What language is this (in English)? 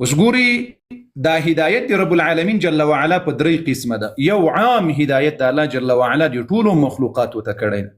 Pashto